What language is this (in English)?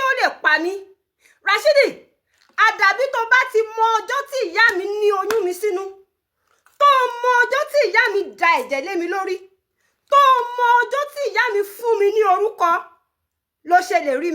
Yoruba